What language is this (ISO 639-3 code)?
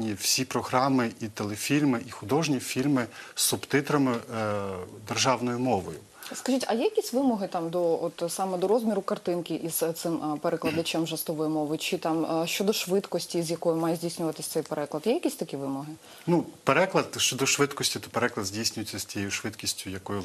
ukr